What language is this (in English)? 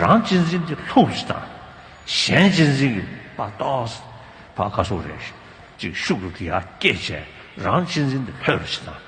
Tibetan